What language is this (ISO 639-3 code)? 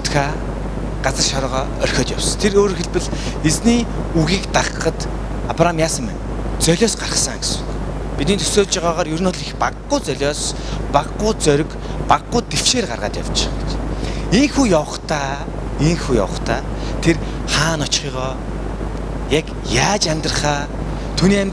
mon